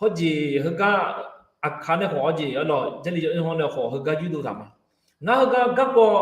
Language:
Akha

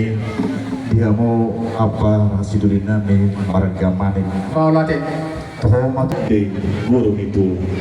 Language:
Batak Toba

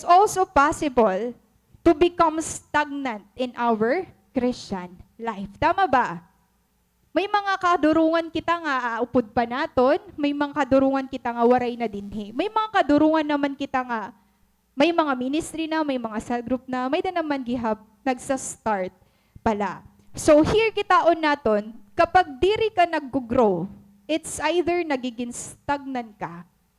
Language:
Waray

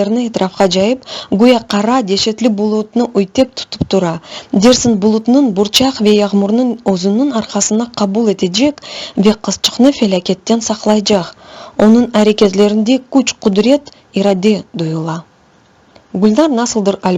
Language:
Crimean Tatar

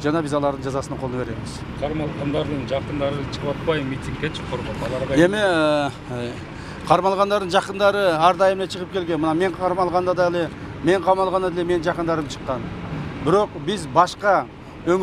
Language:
Kyrgyz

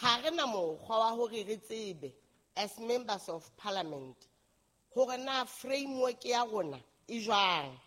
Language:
Southern Sotho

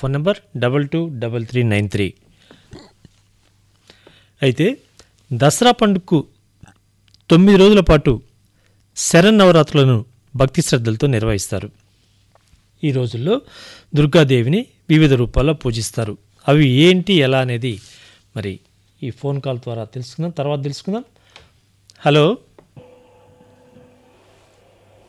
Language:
Telugu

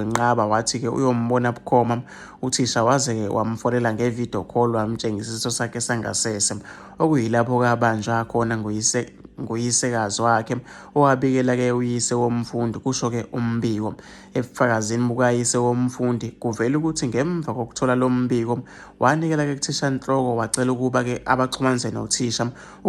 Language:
Zulu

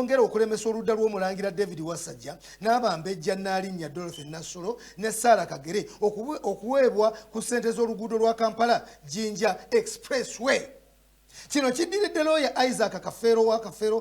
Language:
Ganda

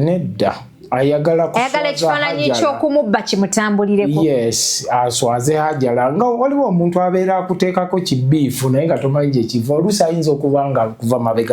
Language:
Ganda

